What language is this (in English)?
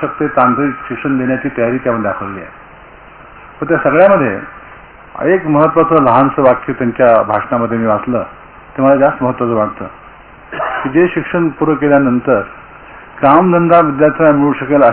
Marathi